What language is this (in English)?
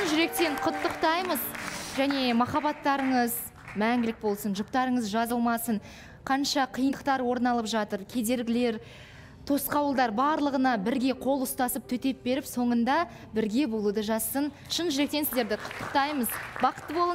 Kazakh